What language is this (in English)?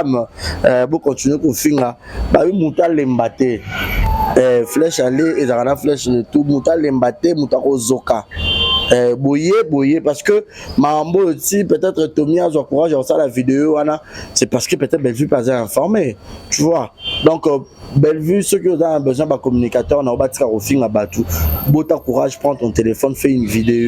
Lingala